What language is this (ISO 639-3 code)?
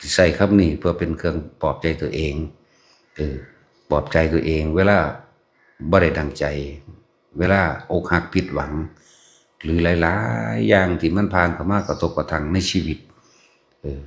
tts